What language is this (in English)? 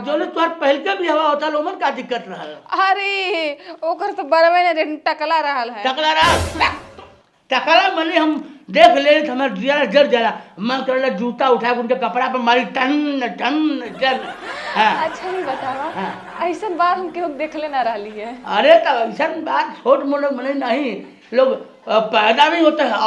Bhojpuri